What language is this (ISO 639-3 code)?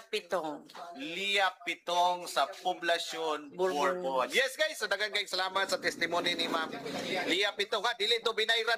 ceb